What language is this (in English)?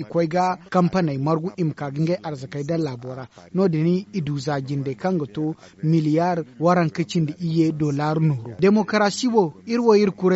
Zarma